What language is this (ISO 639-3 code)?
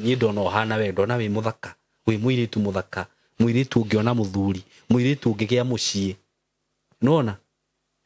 kik